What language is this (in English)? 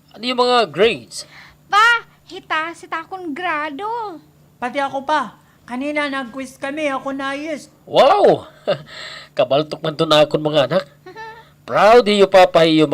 Waray